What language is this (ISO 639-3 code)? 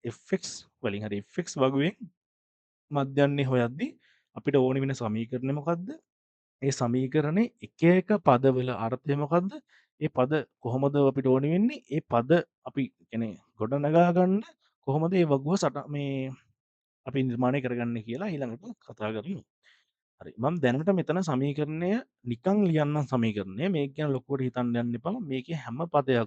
sin